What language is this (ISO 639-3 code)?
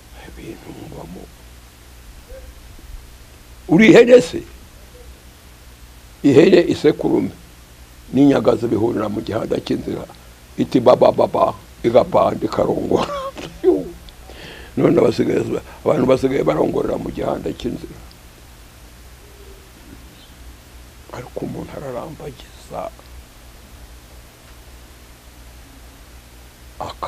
kin